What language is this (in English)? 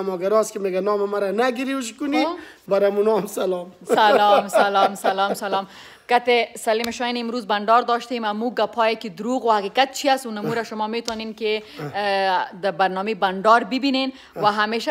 Pashto